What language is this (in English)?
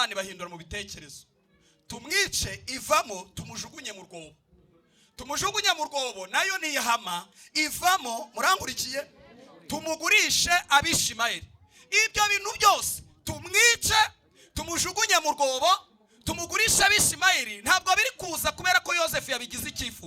Kinyarwanda